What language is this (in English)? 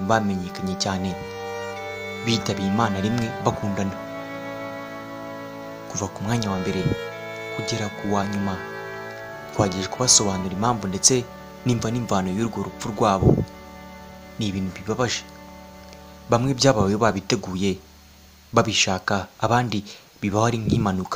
Kinyarwanda